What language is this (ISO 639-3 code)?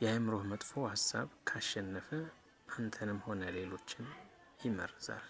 amh